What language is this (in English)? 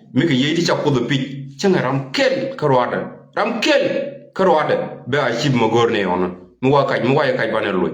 Nuer